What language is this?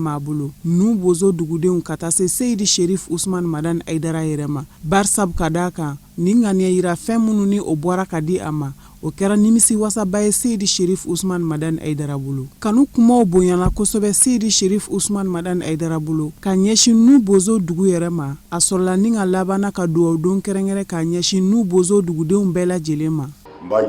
Bambara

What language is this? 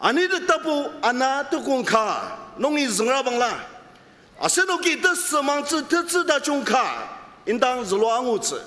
Ao Naga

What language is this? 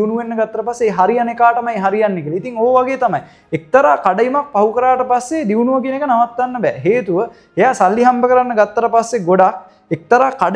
Sinhala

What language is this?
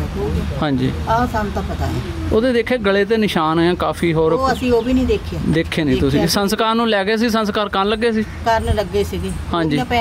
Punjabi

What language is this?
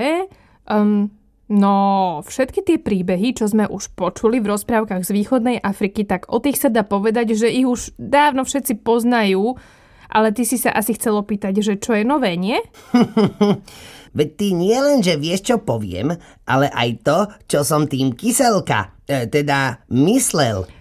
Slovak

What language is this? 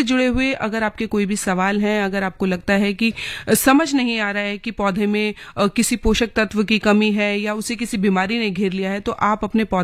Hindi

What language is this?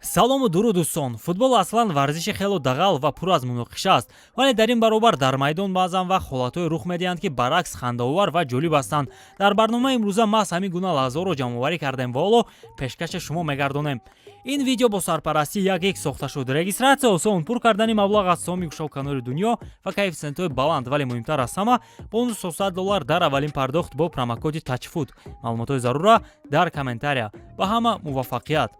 Tajik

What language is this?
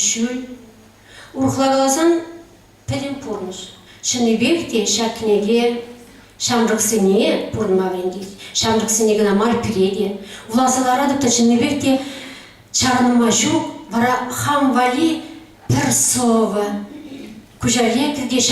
Chuvash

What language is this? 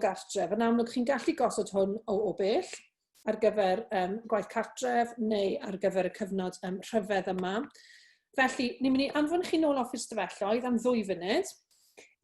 Welsh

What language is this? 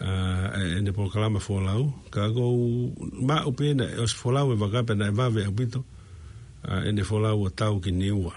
Tongan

